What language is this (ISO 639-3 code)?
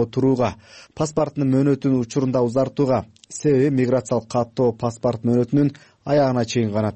kir